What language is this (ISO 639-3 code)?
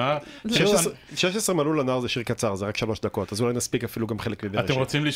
heb